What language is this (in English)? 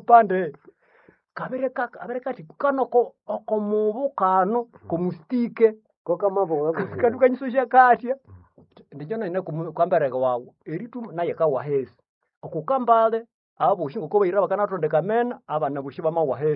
Nande